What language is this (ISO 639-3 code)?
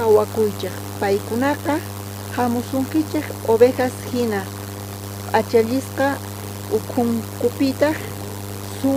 quh